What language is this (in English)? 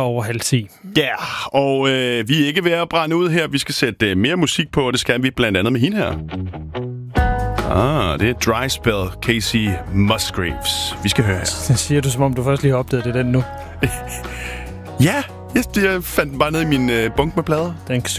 Danish